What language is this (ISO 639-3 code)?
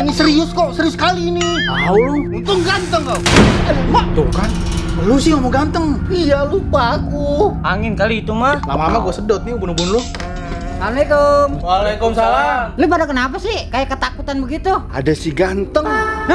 bew